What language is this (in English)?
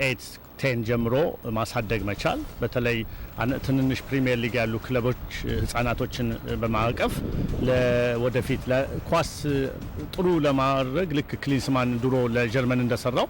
Amharic